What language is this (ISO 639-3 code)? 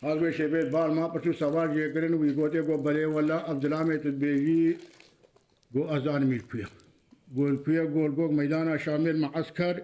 kur